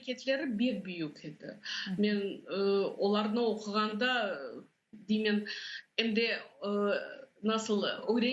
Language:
Crimean Tatar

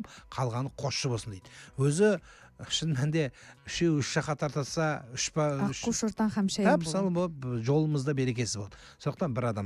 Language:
Kazakh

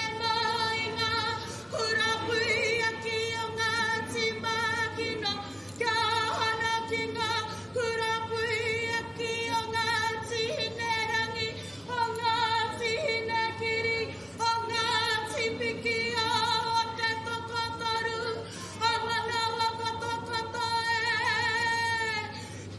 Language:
Māori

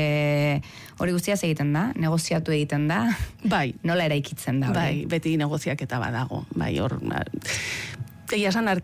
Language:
Basque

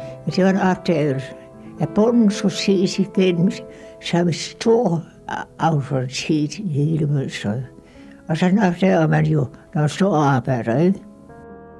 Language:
Danish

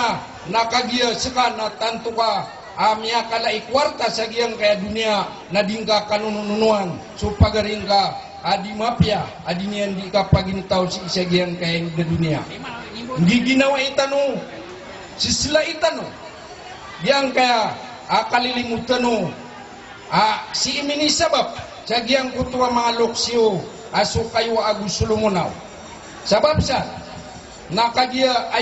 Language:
Maranao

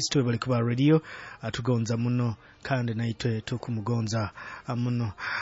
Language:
Nyoro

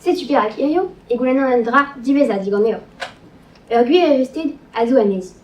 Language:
Breton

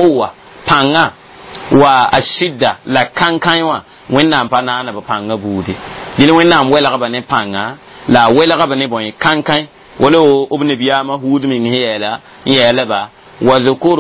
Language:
Mossi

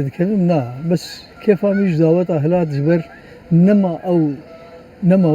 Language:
Kurdish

